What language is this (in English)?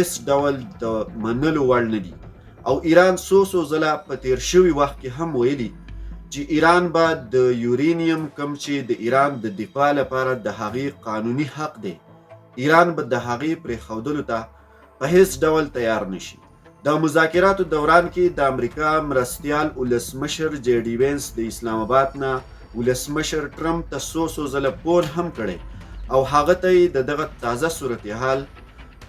Pashto